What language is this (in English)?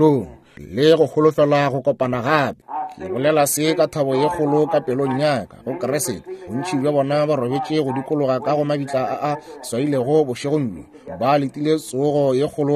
Northern Sotho